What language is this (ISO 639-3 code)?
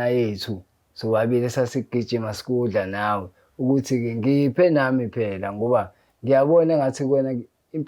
zul